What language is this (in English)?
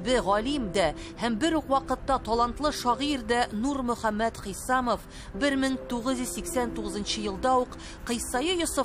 Tatar